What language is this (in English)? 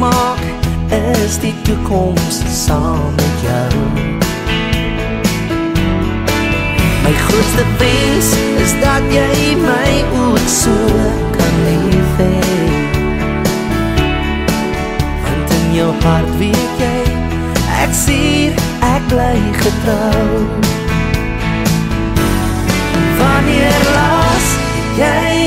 Afrikaans